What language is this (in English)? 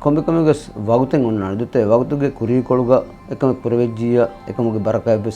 Divehi